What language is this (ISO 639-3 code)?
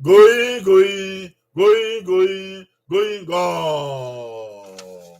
bin